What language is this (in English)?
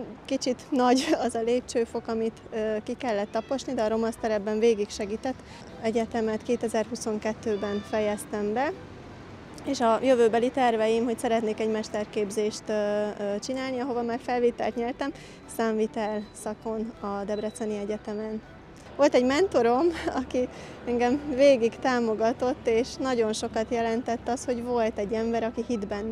Hungarian